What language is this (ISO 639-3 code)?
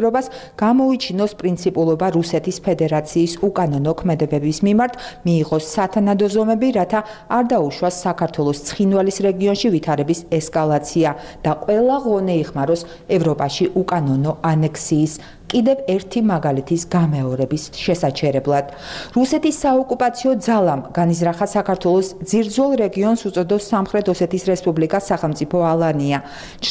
kat